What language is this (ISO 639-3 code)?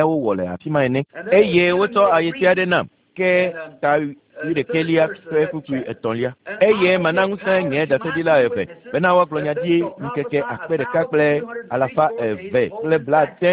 ewe